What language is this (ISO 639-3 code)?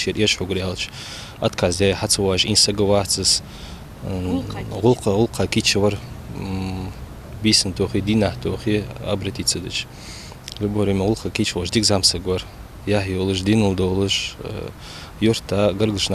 inh